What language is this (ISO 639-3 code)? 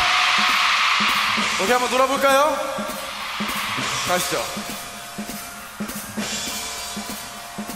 kor